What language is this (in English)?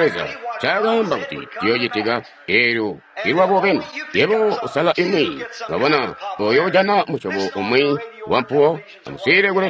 Tonga (Zambia)